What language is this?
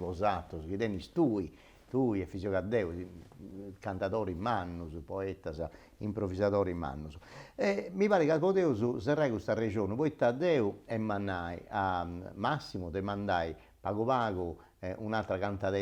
Sardinian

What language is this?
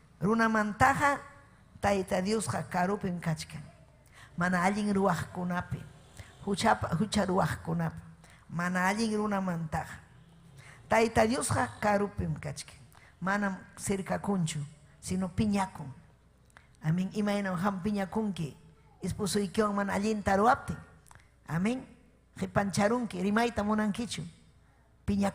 Ayacucho Quechua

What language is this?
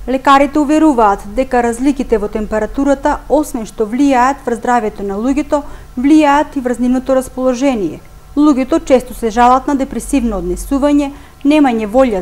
Macedonian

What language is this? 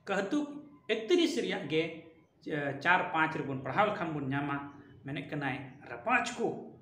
Santali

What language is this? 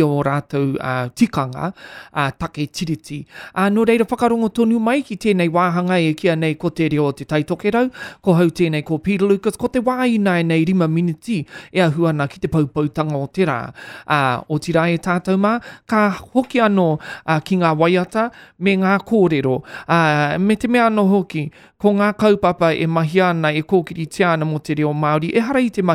Māori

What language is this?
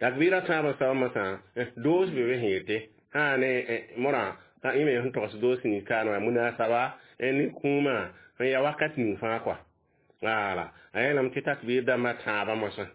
Mossi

